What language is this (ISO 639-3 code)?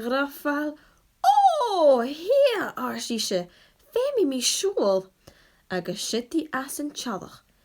gla